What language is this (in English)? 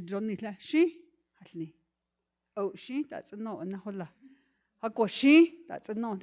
Navajo